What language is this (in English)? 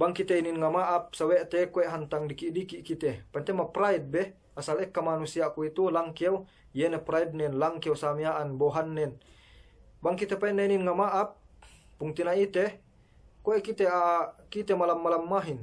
Yakan